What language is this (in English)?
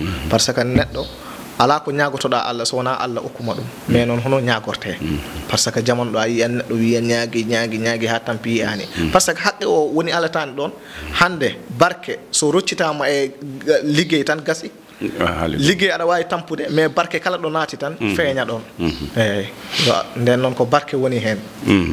Fula